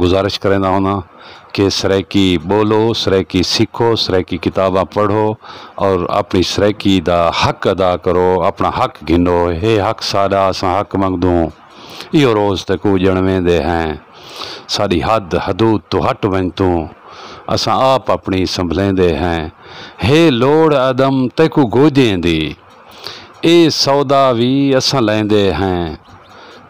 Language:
Saraiki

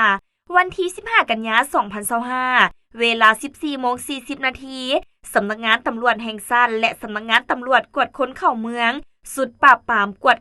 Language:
Lao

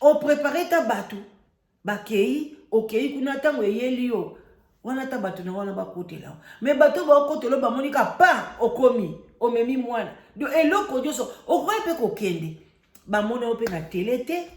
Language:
Lingala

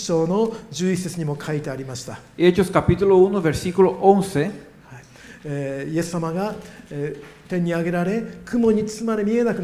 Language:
Japanese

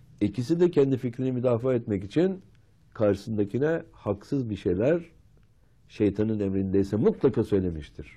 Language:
Turkish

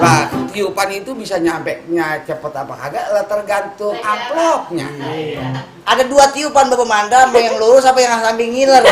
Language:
Betawi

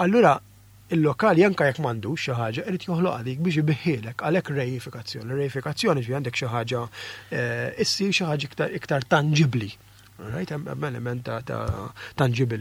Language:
Maltese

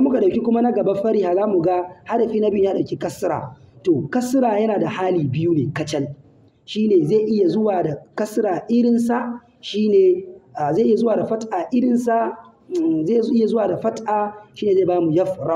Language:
Hausa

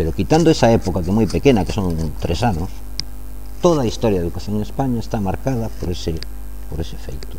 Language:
Galician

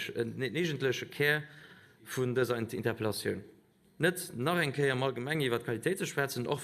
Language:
Luxembourgish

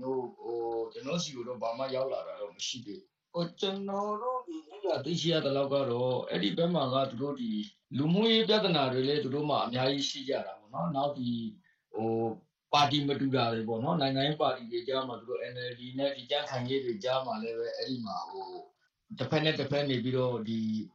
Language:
Burmese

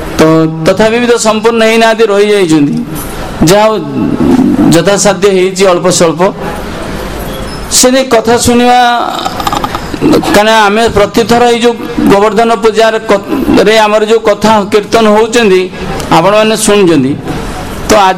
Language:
Odia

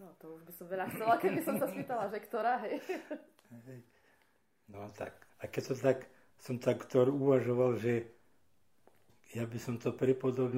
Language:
Slovak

